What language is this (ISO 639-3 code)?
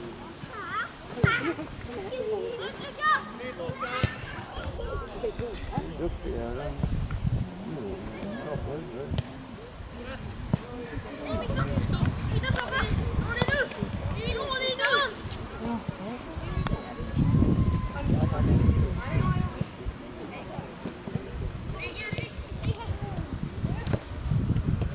swe